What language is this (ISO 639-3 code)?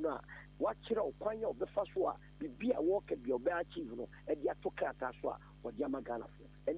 aka